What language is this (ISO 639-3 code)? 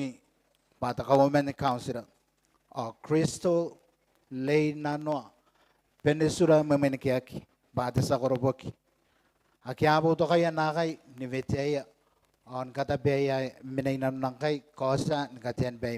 gil